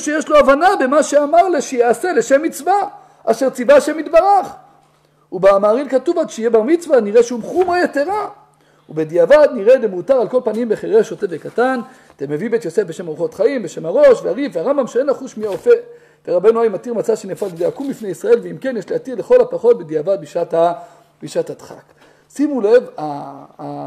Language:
Hebrew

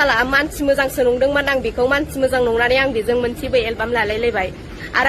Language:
Bodo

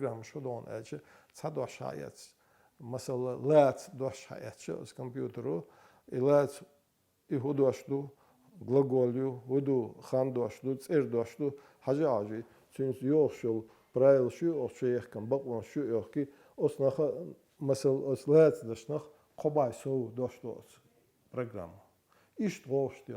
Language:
Chechen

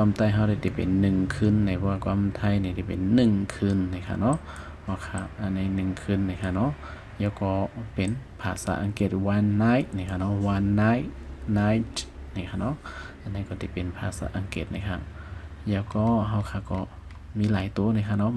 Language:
Shan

